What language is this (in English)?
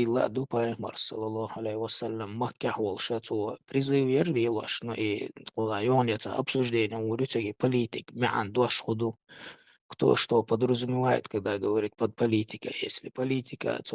Chechen